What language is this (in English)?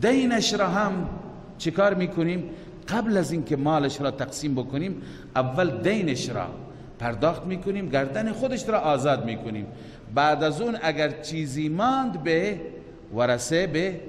Persian